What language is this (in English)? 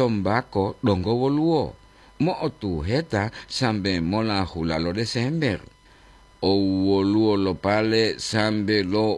Gorontalo